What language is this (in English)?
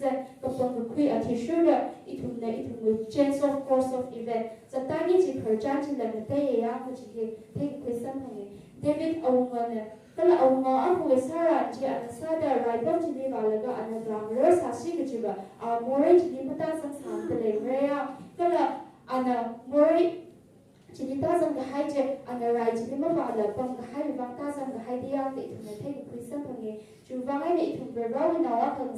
Tangkhul Naga (India)